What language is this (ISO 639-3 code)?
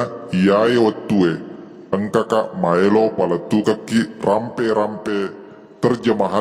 bug